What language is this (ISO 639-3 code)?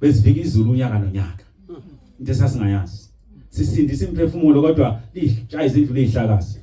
zul